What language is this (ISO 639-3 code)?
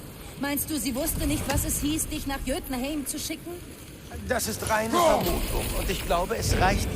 bar